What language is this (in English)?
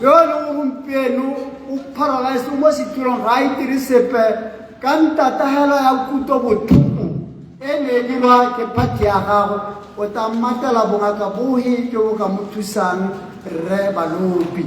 Tswana